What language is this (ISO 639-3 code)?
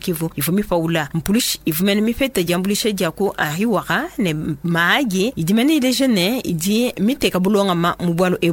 lua